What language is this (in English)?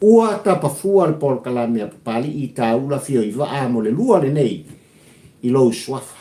Samoan